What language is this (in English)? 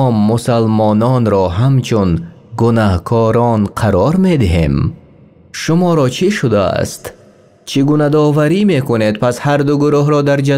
Tajik